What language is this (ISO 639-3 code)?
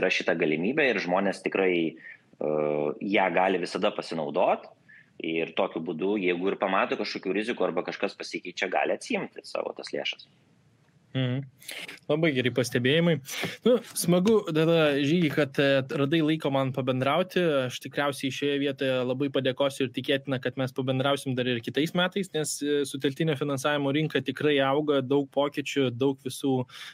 lit